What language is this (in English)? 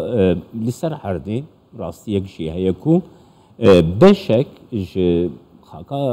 Kurdish